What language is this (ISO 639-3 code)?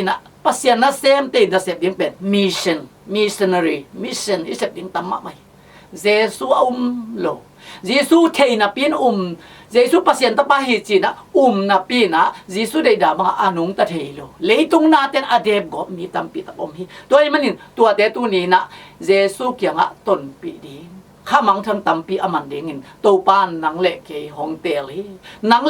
ctd